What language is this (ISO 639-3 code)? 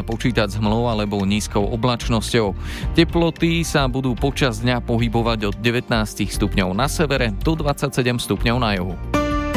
slk